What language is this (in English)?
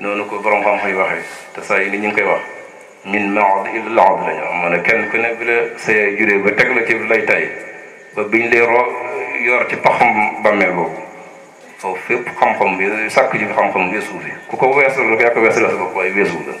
Wolof